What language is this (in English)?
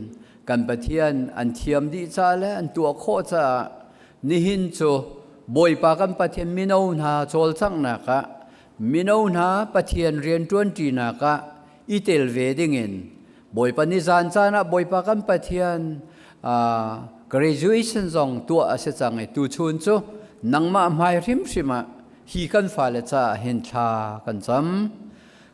Hakha Chin